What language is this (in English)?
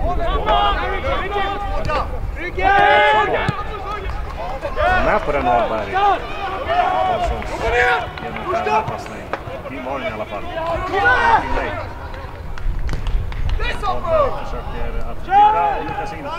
Swedish